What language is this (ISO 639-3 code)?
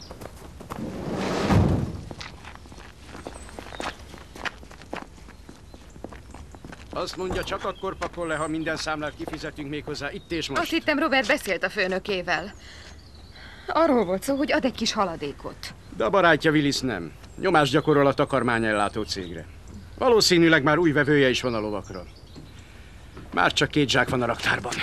hun